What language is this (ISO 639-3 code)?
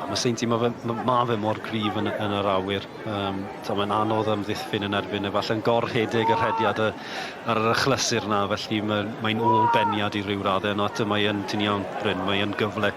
cym